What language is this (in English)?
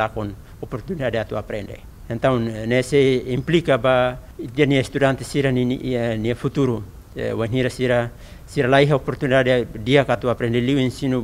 Tetum